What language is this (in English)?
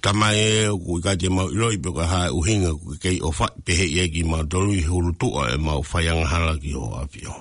Tongan